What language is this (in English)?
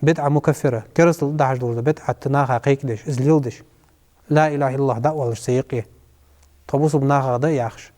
Ingush